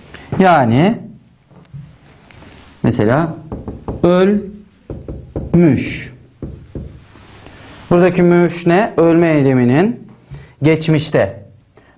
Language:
Turkish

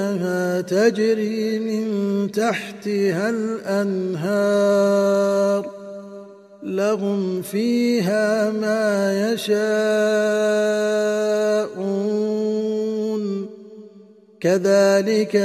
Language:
Arabic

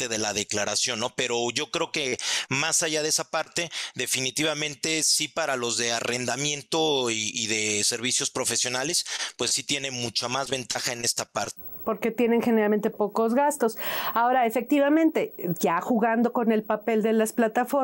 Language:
Spanish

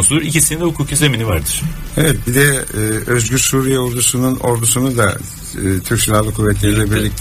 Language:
Turkish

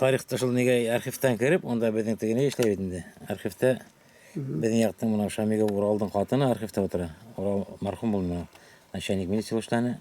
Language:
Bashkir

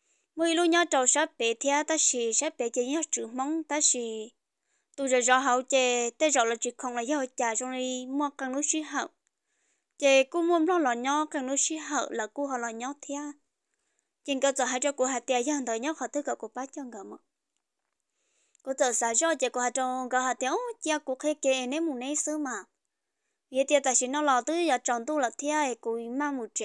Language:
Vietnamese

